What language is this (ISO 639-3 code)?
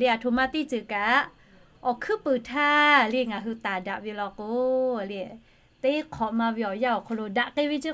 lhu